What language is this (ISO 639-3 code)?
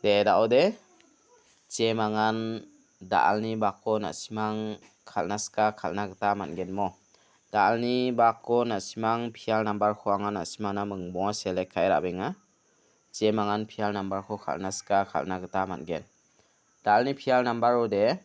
grt